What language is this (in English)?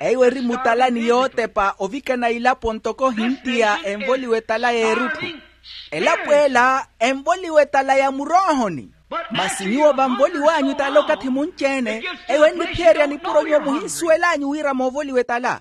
Makhuwa